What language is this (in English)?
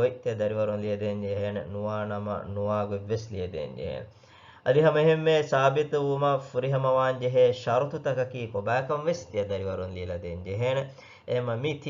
Divehi